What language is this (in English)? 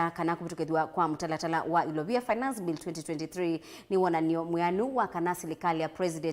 Kamba